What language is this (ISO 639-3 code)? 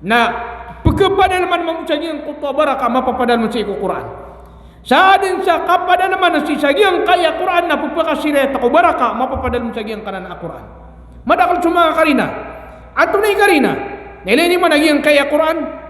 mrw